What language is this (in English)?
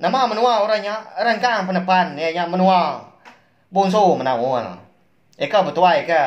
Iban